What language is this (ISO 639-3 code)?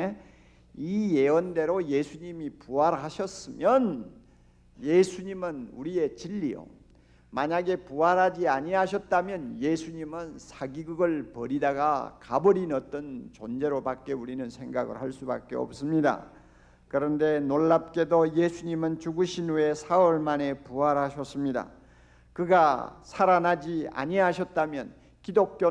kor